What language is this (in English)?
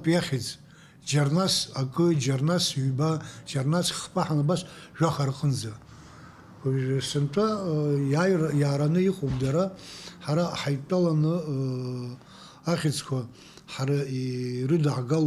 Abkhazian